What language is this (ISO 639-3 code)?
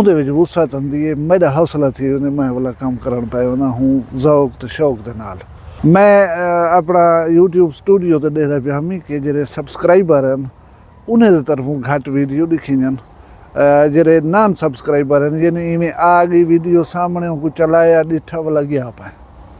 skr